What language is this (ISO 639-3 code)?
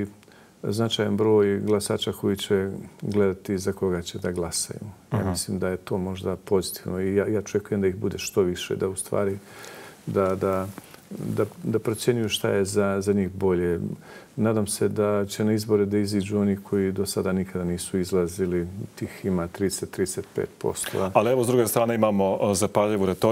bos